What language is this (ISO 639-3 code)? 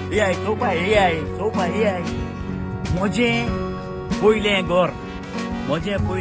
kok